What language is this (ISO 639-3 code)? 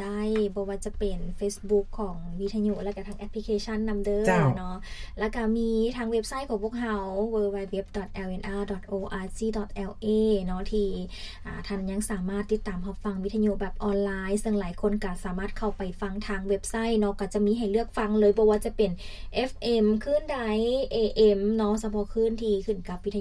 lao